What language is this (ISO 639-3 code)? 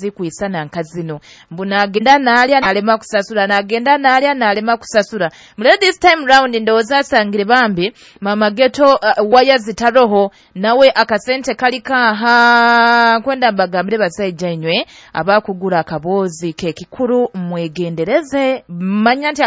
nyo